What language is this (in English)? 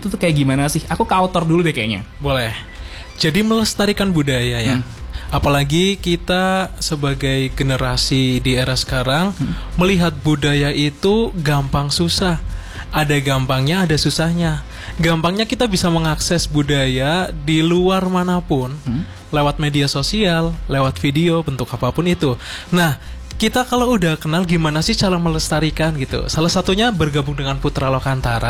Indonesian